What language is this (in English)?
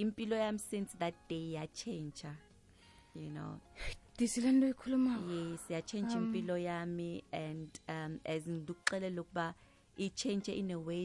South Ndebele